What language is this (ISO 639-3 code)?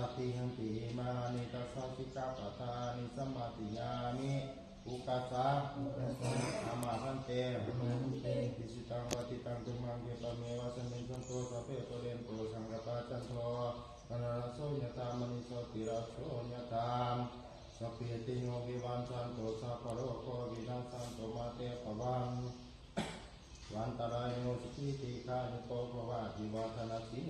pli